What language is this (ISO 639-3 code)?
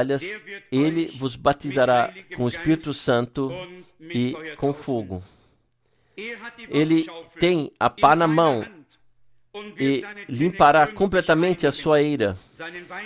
por